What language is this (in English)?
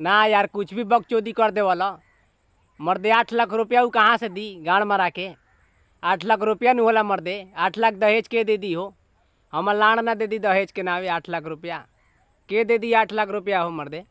Bhojpuri